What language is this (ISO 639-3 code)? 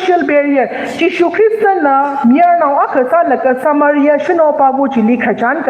nmf